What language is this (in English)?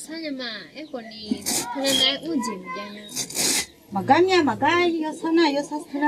Akha